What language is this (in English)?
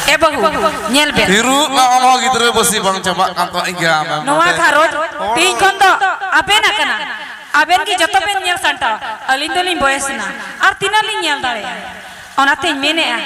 Santali